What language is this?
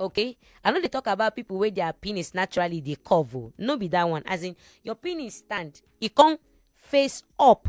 Nigerian Pidgin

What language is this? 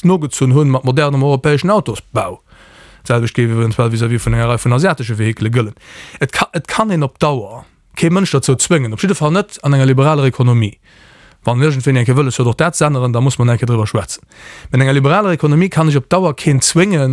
Luxembourgish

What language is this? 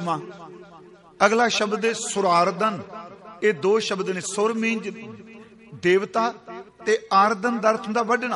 Punjabi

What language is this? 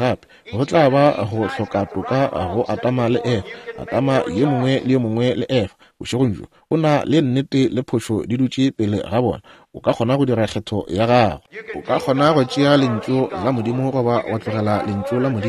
Northern Sotho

